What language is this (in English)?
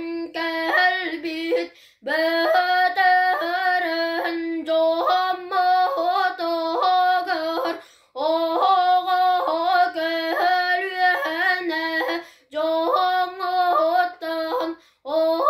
Yakut